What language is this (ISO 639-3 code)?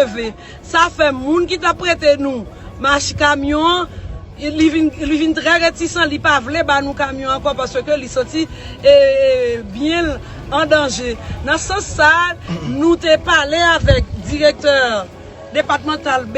hat